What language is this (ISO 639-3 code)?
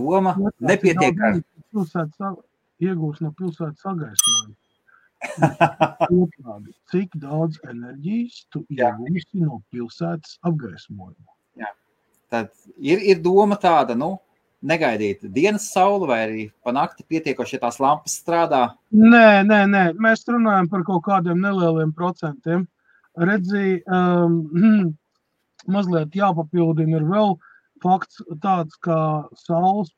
lav